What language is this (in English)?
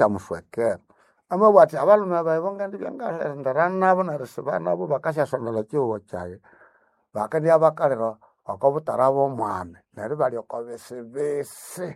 Nande